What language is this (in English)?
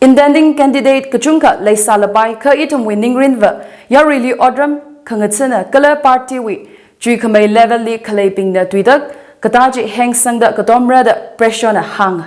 Tangkhul Naga (India)